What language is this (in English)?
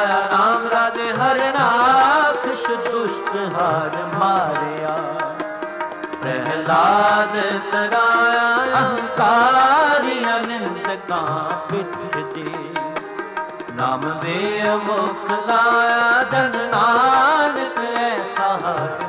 Punjabi